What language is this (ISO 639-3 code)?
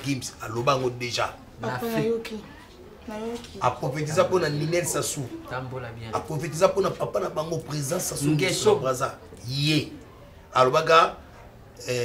lin